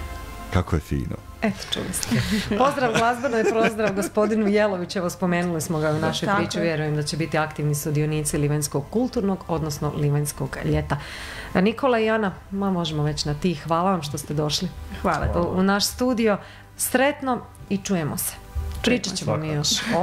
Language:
Croatian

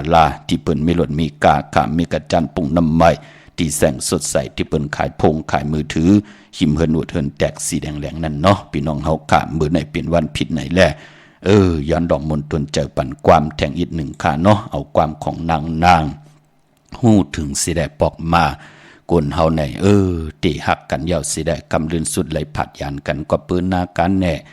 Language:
Shan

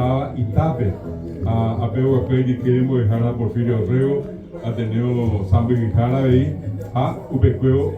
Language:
Guarani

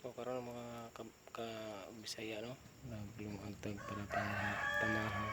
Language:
Cebuano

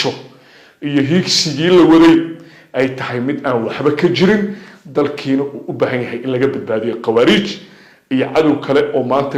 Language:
Somali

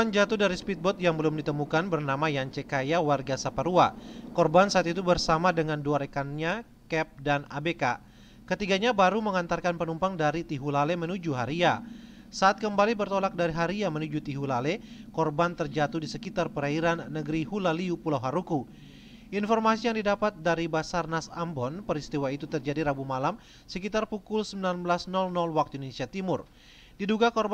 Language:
Indonesian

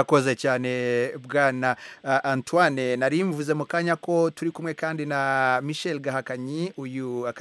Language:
Kinyarwanda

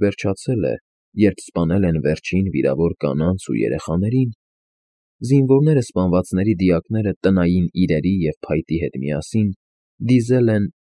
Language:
Armenian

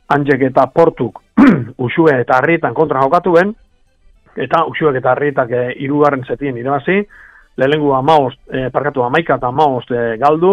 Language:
Basque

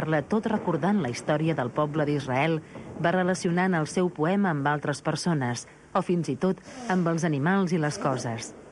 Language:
Catalan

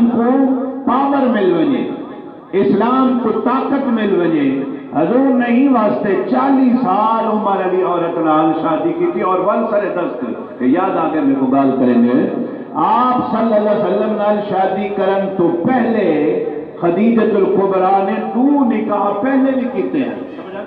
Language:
Saraiki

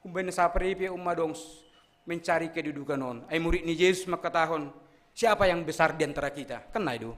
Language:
Batak Simalungun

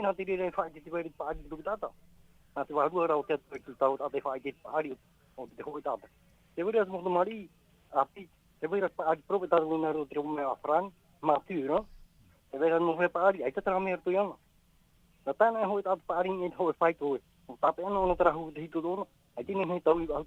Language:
Tahitian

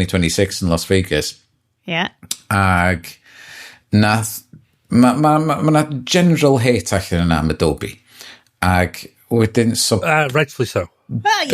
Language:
Welsh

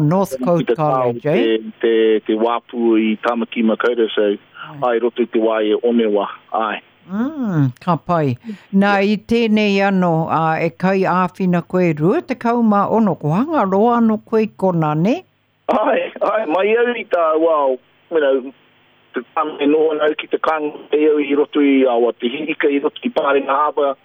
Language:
Māori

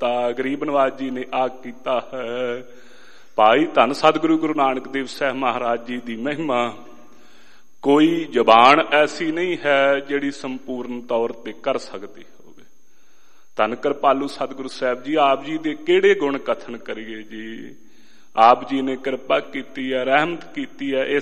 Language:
Punjabi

